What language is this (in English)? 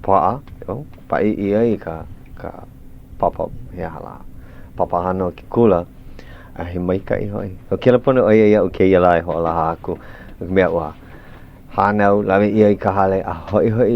Hawaiian